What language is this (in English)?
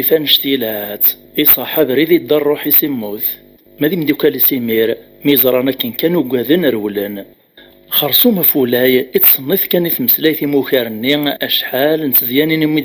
Kabyle